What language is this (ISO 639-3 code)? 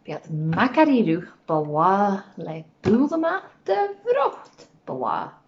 gla